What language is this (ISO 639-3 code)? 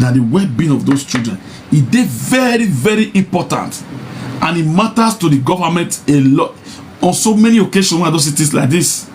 pcm